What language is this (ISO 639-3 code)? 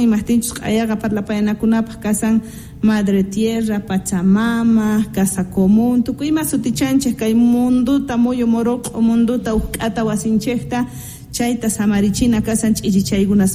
que